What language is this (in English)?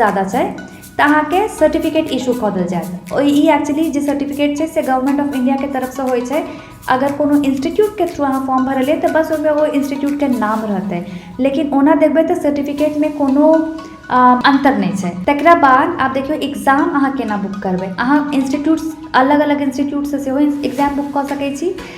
Maithili